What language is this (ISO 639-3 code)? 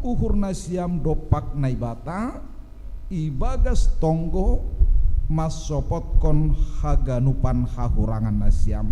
bts